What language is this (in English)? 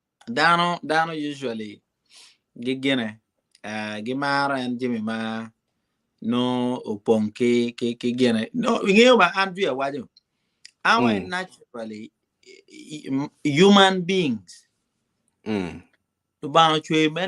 Acoli